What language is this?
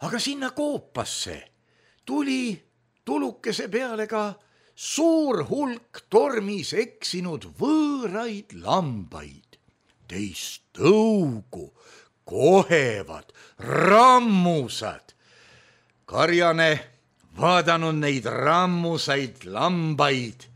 Estonian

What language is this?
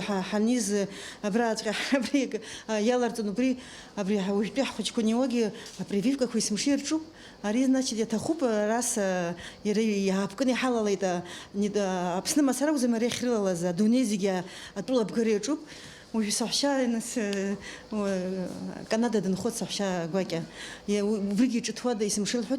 Abkhazian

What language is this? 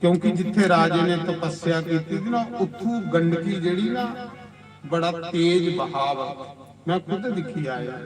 Dogri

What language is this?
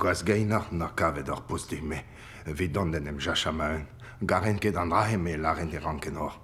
Breton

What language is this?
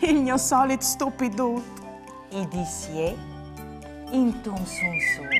Friulian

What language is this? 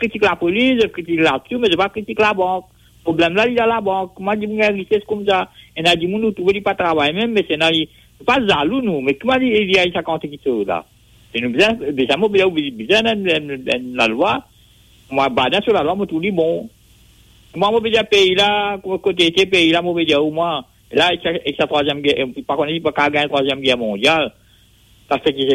Morisyen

